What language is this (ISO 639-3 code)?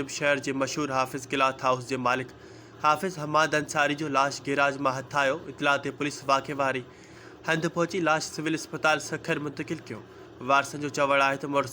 snd